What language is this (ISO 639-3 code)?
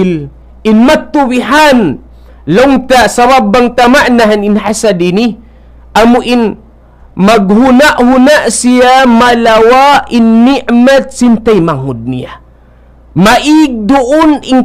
tsg